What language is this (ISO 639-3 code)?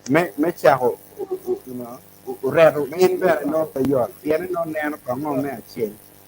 ach